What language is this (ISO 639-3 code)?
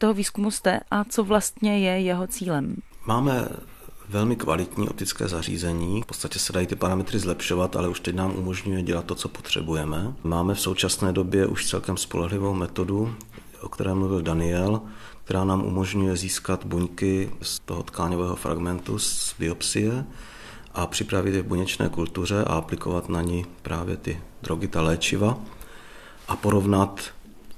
ces